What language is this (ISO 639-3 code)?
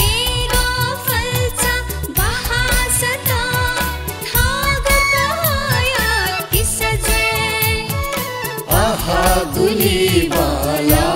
new